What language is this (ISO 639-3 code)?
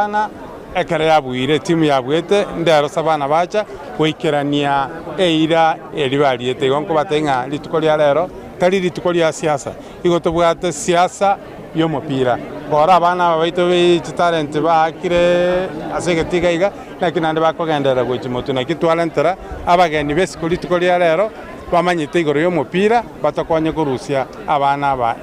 guz